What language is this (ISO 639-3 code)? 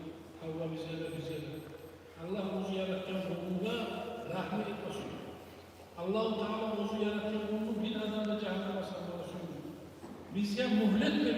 kum